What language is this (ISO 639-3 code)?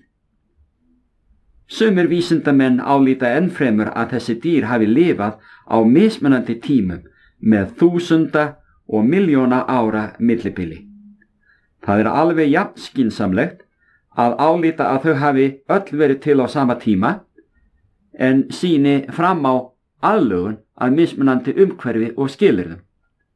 isl